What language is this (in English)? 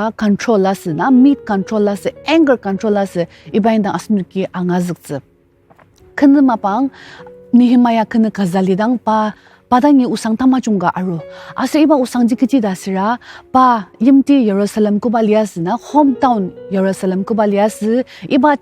Ao Naga